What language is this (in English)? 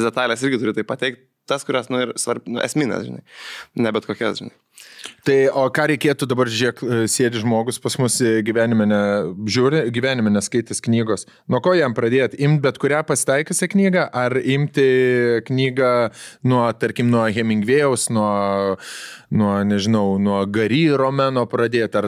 Lithuanian